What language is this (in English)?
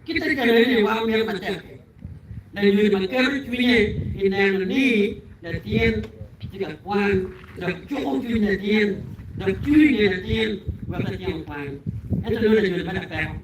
Acoli